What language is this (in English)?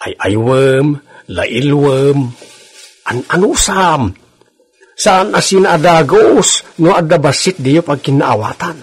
Iloko